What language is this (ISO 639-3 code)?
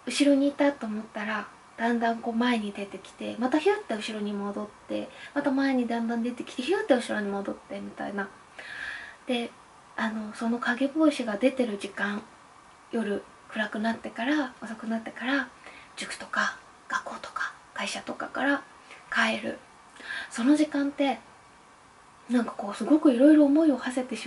jpn